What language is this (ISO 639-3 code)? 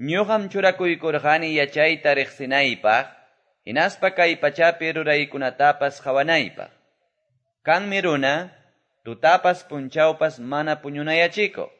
que